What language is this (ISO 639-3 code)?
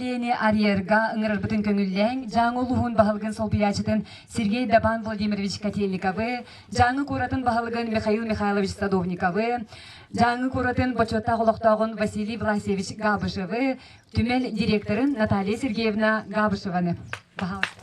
sah